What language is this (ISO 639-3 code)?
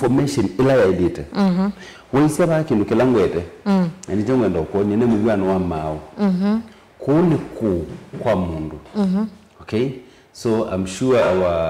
kam